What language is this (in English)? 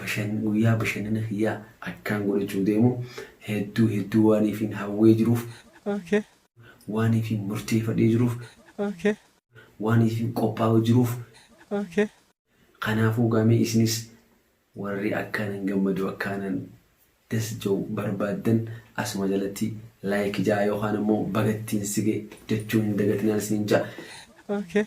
Oromo